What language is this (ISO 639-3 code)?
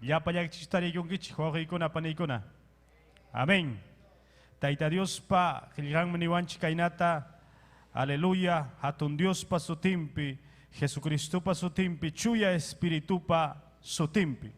quy